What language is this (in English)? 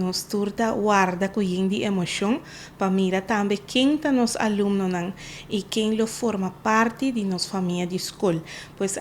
Papiamento